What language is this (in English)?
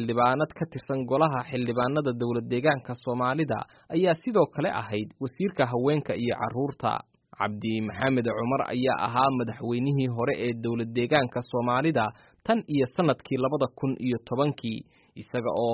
Somali